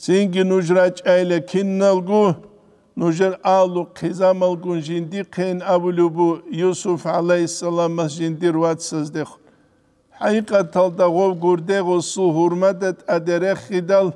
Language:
Avaric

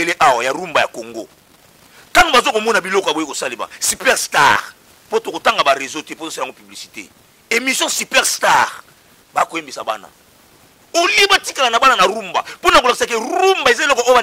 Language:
Lingala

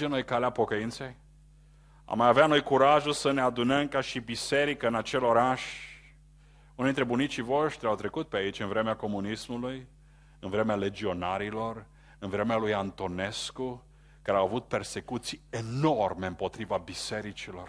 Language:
Romanian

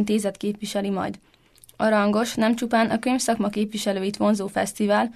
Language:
Hungarian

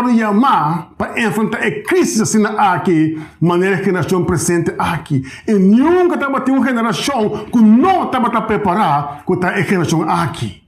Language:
Papiamento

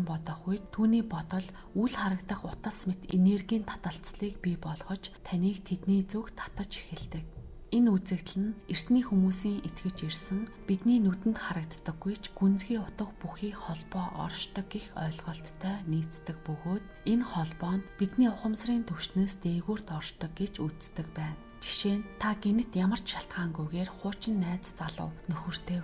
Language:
Mongolian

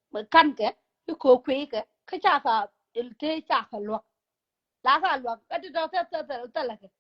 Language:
Nuer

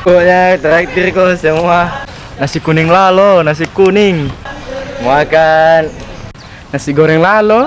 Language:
Makassar Malay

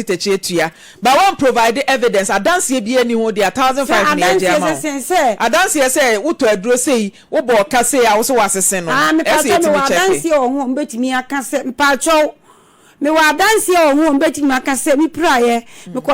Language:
Akan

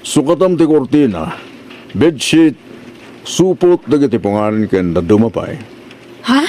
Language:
Iloko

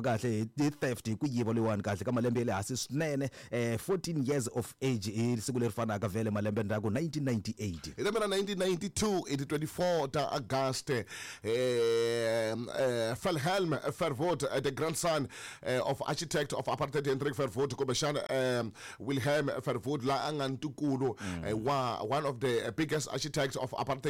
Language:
Tsonga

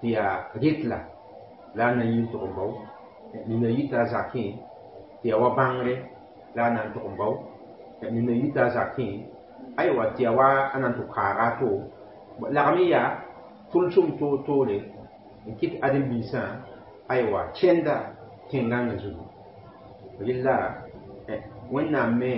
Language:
Mossi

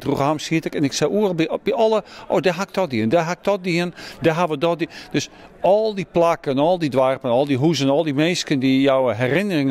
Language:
Western Frisian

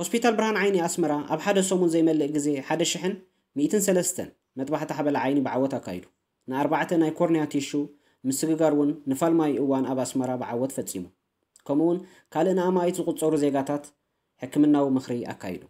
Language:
Tigrinya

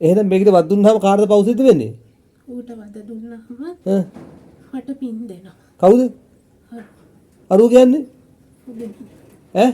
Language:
Sinhala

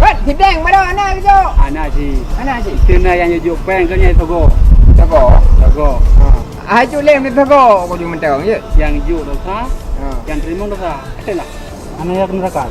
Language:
Achinese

